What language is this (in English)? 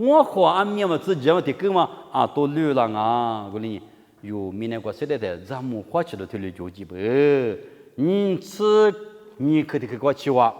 Lisu